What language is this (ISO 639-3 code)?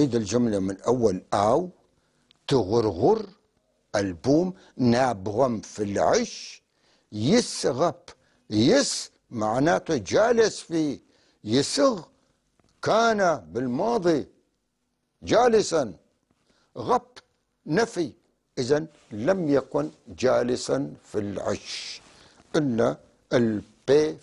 apc